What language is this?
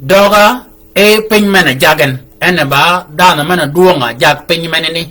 Shilluk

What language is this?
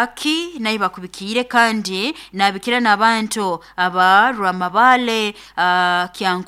Nyoro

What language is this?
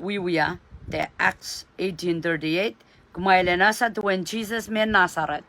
Pohnpeian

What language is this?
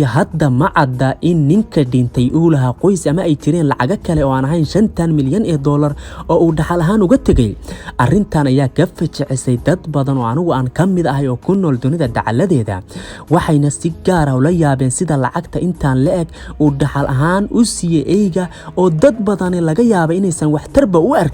Somali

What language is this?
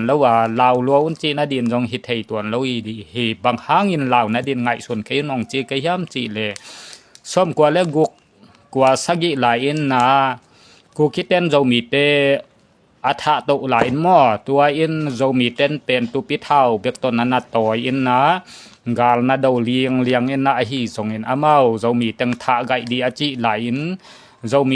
Tedim Chin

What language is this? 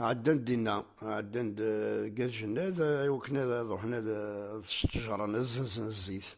Kabyle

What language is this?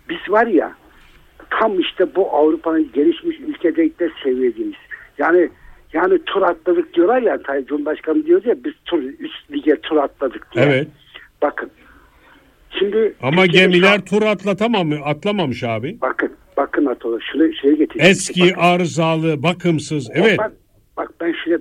Turkish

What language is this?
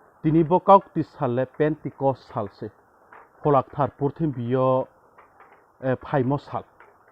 Riang (India)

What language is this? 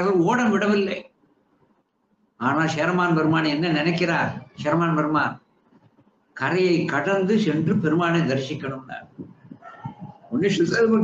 Tamil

